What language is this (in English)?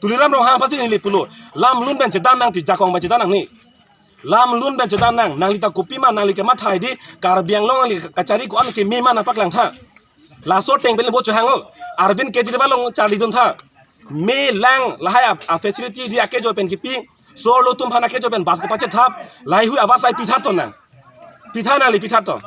Karbi